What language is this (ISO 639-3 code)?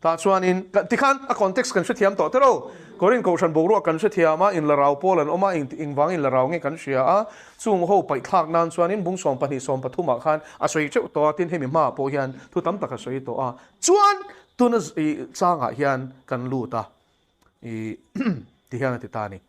lus